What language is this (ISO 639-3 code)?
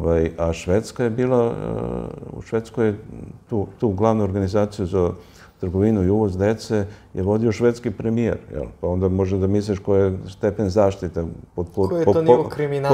srp